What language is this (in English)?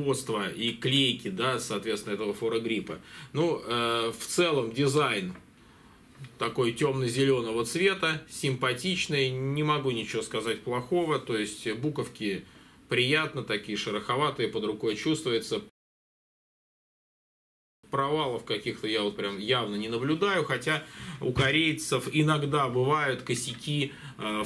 Russian